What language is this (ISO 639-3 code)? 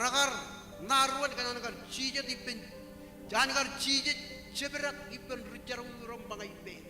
mah